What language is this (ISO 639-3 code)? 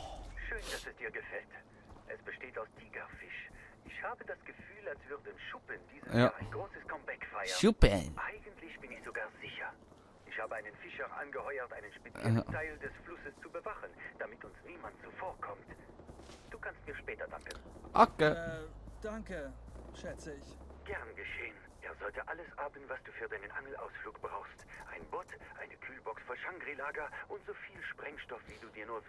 gsw